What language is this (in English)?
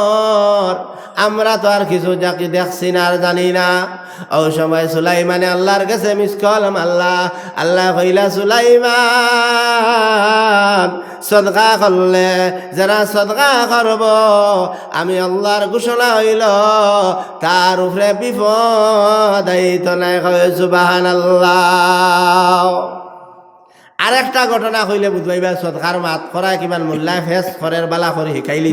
Sylheti